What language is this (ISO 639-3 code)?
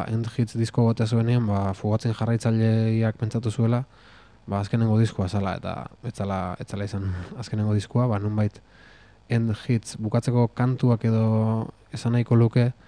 eus